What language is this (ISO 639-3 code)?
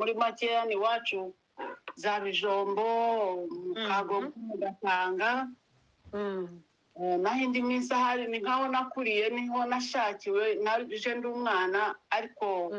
kin